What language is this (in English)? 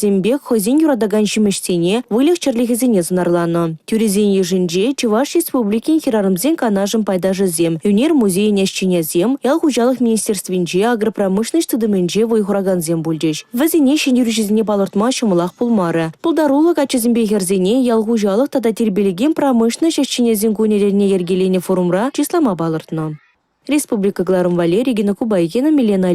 Chuvash